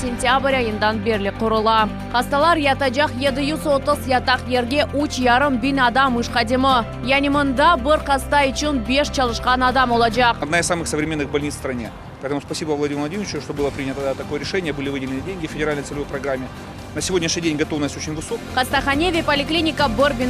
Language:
Crimean Tatar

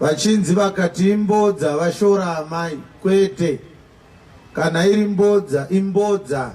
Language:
Shona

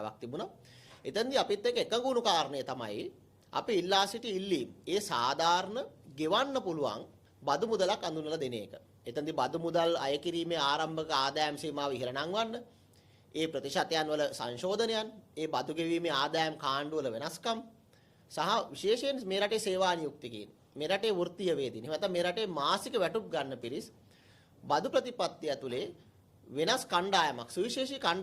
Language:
Sinhala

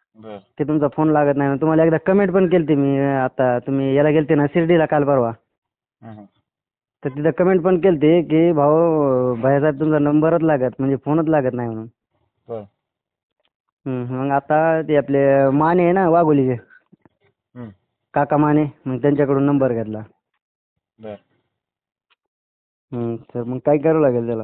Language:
Marathi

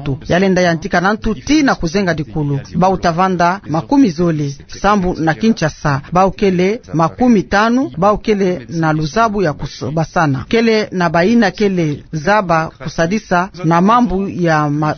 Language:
Kituba (Democratic Republic of Congo)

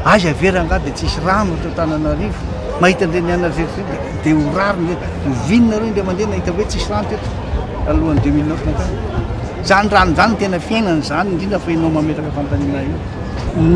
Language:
Malagasy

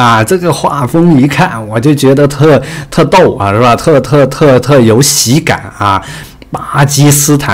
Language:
Chinese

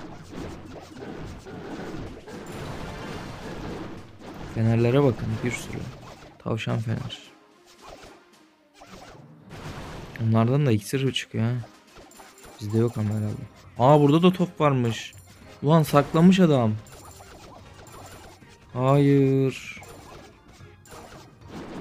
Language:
Turkish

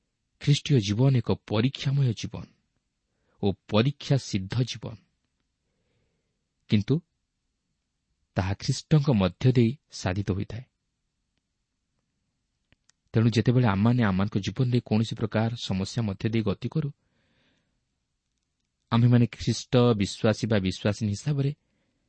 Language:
Odia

